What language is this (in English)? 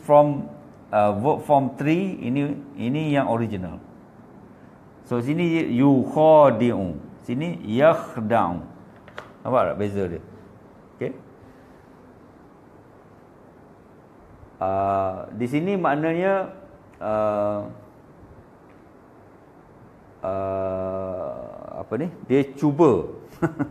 Malay